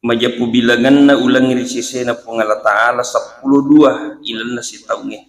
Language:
Buginese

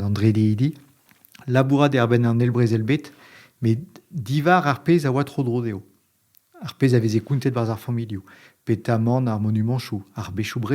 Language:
Breton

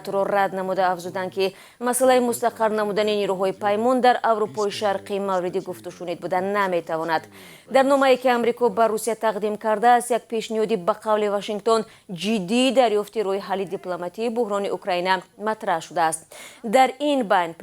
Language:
Tajik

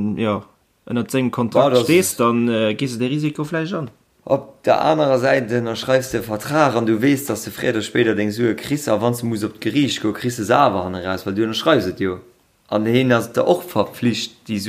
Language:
Luxembourgish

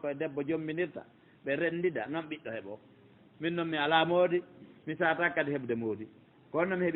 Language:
Pular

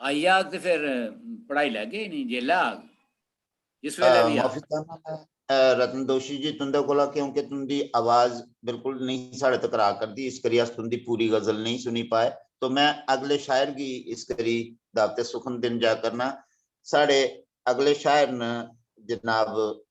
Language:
Dogri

